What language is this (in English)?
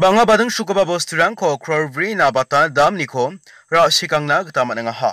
Garo